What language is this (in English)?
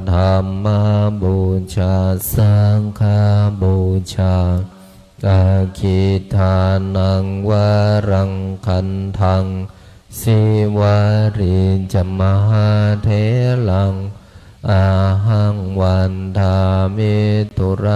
Pali